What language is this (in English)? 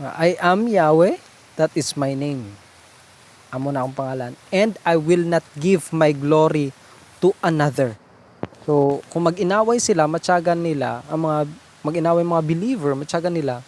Hiligaynon